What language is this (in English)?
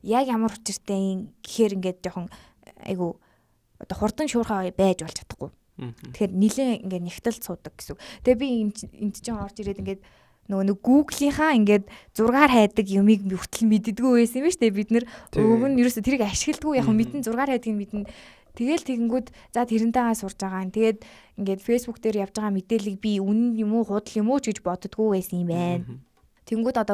Mongolian